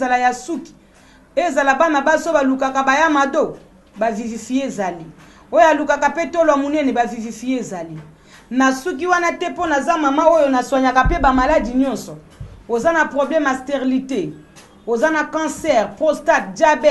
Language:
Lingala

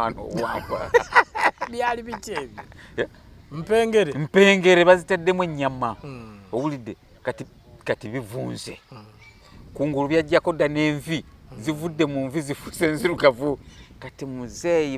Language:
Ganda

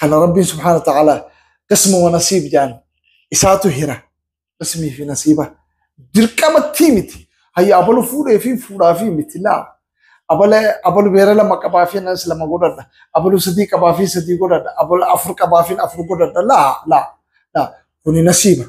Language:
Oromo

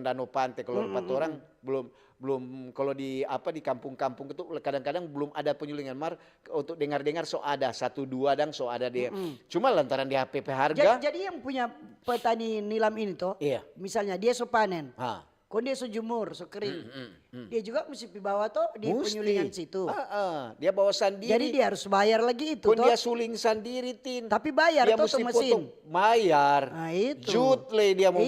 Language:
Manado Malay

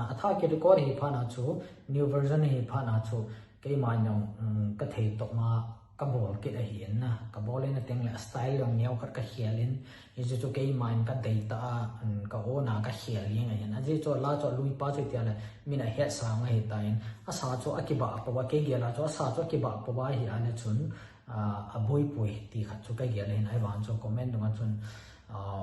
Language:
Thado Chin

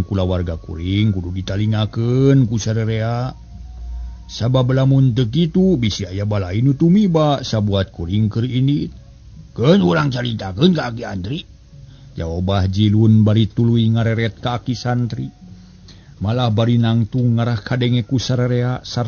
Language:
Sundanese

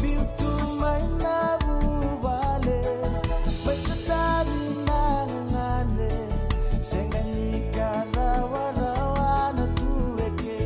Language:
Fijian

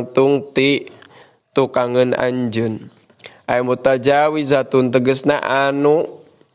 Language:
Sundanese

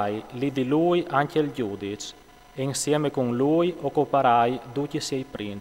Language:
Friulian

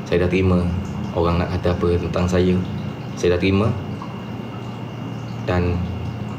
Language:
Malay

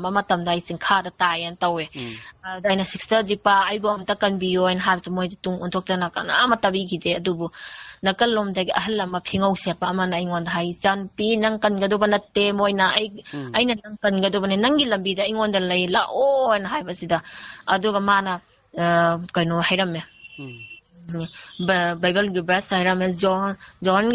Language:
Manipuri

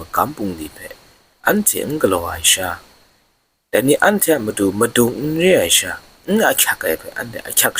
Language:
Kachin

